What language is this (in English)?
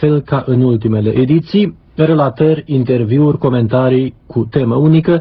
Romanian